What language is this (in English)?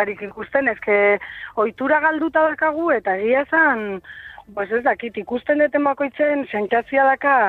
Basque